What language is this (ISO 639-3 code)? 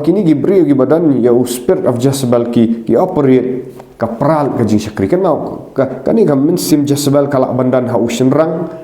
kha